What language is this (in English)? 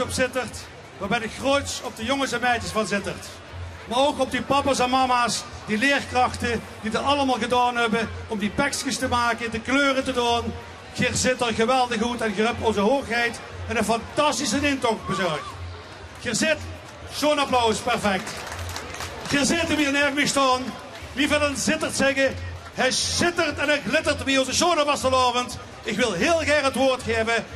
Limburgish